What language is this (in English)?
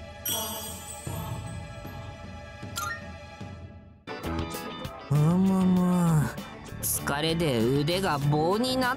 Japanese